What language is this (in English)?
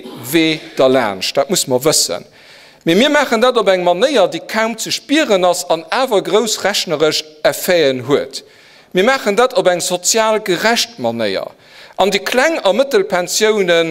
Luxembourgish